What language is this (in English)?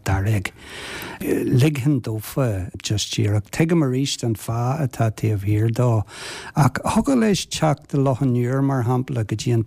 Irish